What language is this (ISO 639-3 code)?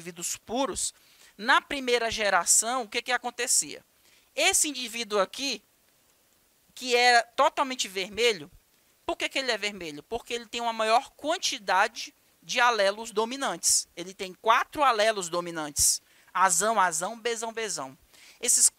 por